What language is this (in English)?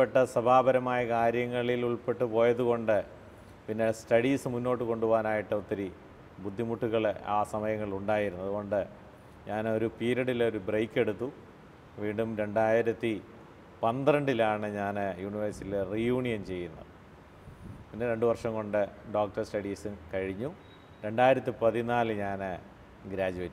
Malayalam